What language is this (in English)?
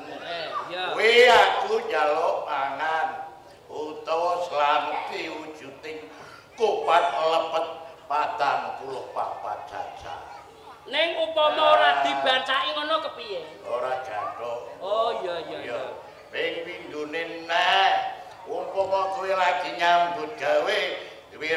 Javanese